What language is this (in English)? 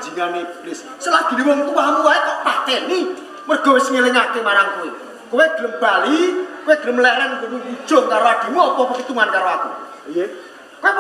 Javanese